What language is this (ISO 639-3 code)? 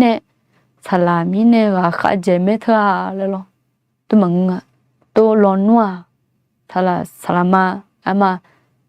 ahk